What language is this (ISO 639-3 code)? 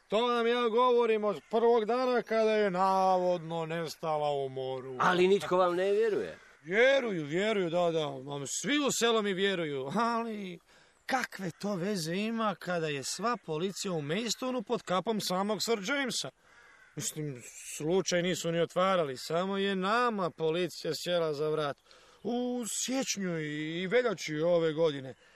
hrv